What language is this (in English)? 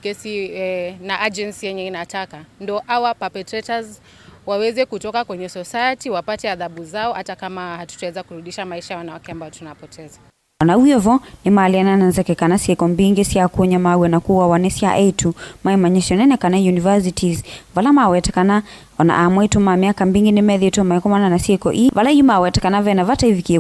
Kamba